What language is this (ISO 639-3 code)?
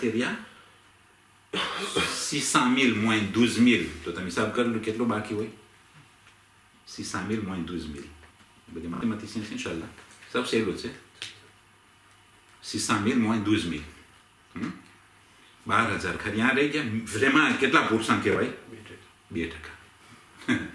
guj